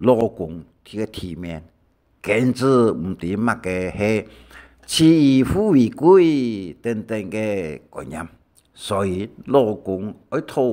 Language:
Hakka Chinese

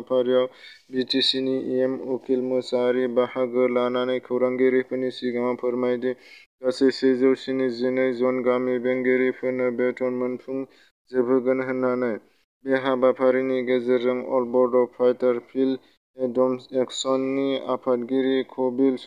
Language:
Bodo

